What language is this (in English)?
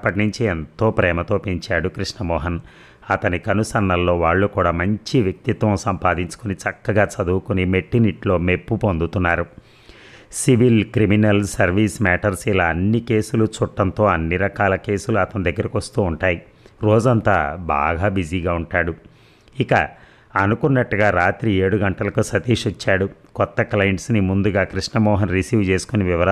Telugu